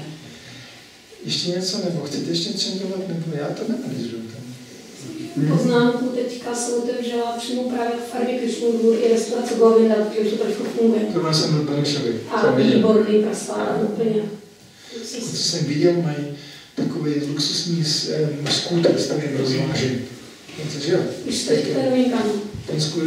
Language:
Czech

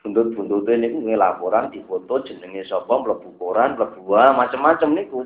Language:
Javanese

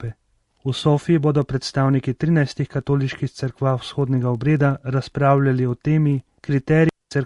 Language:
Slovenian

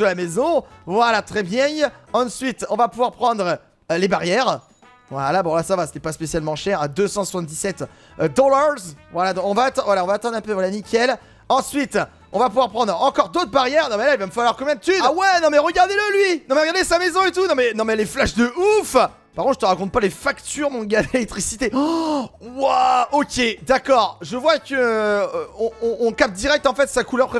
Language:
French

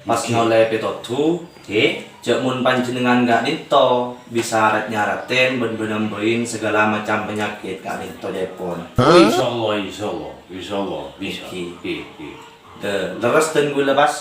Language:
Madurese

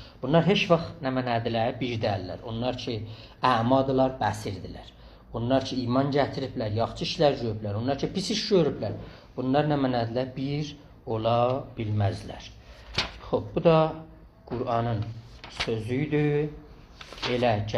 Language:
South Azerbaijani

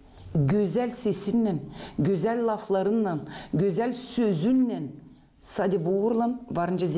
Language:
Gagauz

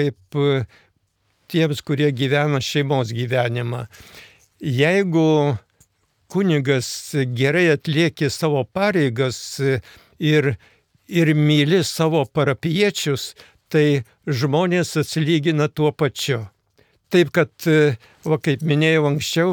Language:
Lithuanian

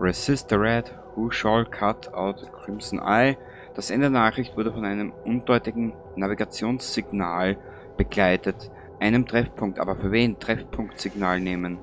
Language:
Bavarian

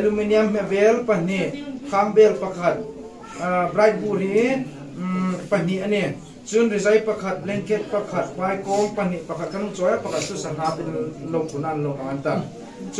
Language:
Hmar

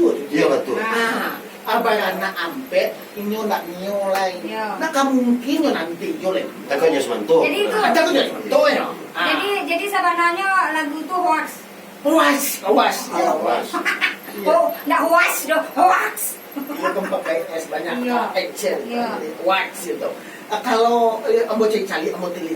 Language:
Minangkabau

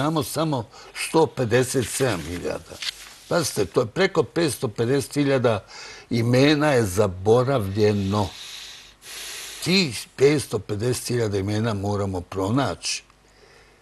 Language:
Serbian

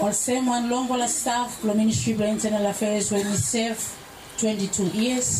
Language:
Bislama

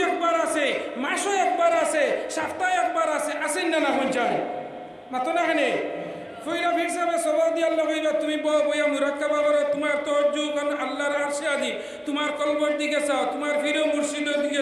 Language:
Sylheti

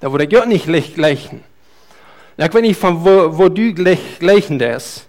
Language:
Plautdietsch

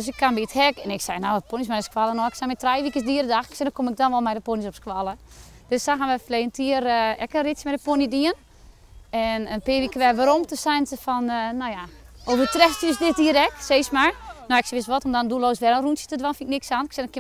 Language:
Western Frisian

